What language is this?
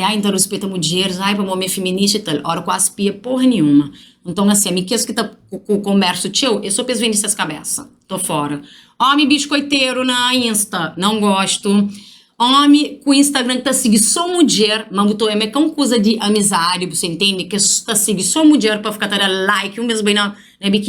Kabuverdianu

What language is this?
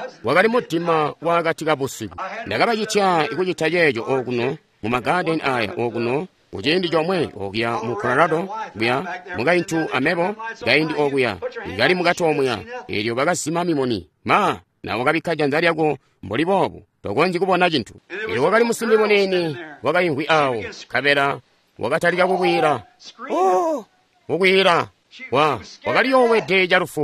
Tonga (Zambia)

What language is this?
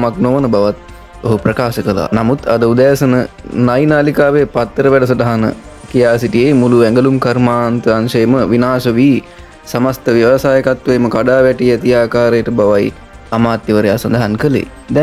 Sinhala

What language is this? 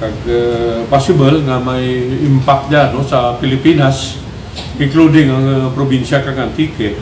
Kinaray-a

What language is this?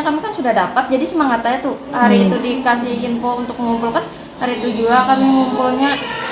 Banjar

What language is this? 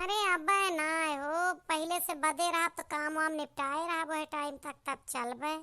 Awadhi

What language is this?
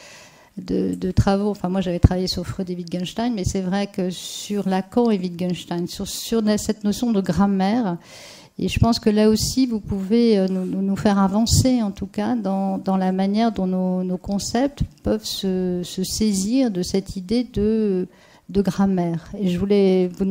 French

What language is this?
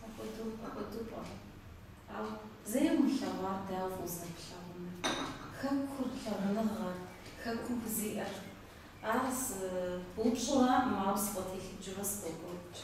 Kabardian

